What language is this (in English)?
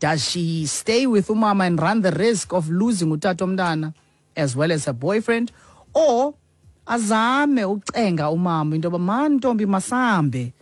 Xhosa